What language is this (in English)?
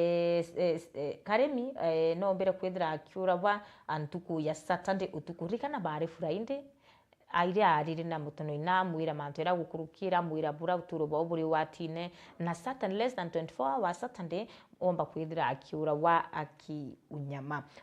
Meru